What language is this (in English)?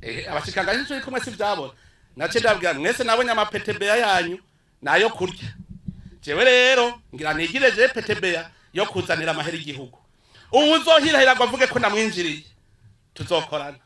Rundi